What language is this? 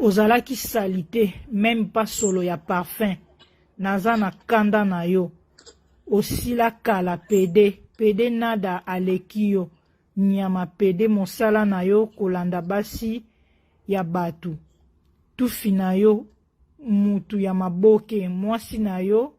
Lingala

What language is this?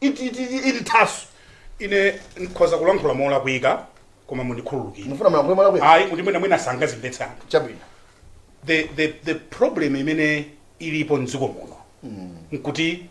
Nyanja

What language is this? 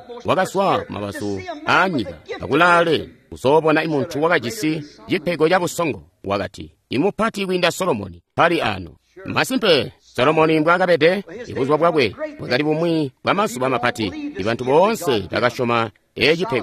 Tonga (Zambia)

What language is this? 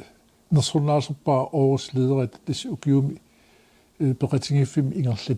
Kalaallisut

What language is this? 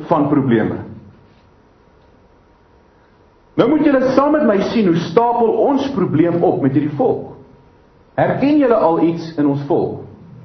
Afrikaans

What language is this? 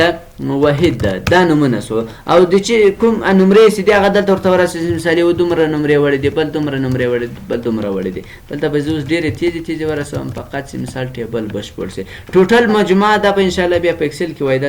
Pashto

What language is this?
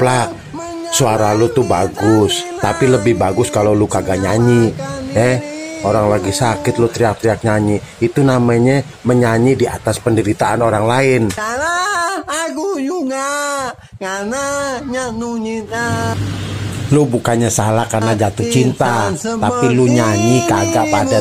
Betawi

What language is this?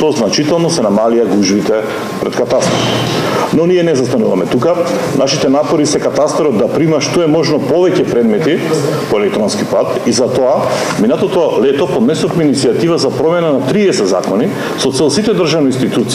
Macedonian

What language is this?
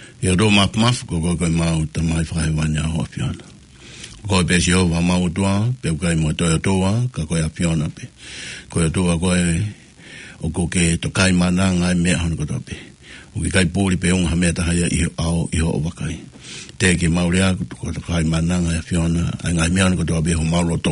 Tongan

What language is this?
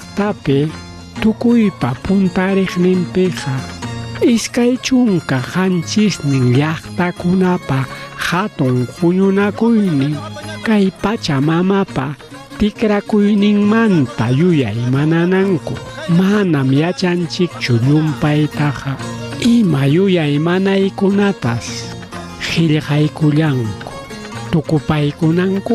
Ayacucho Quechua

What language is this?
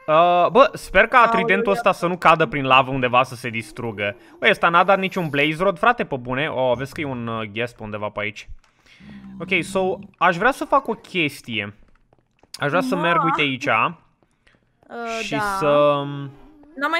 Romanian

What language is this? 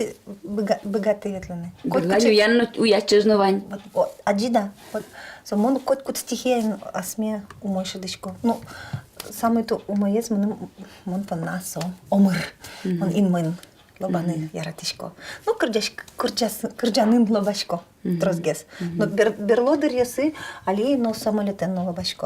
Udmurt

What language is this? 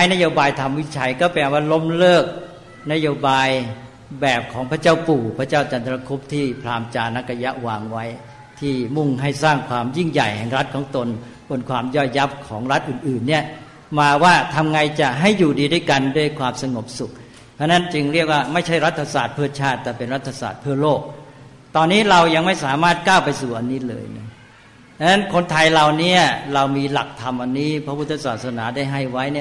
Thai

